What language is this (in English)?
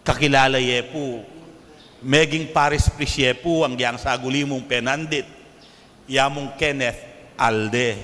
Pampanga